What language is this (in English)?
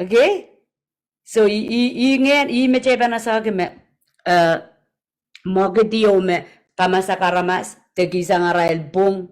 Pohnpeian